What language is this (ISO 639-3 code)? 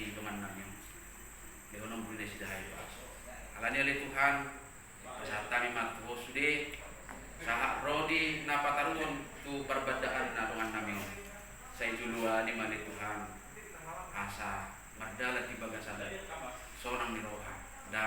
bbc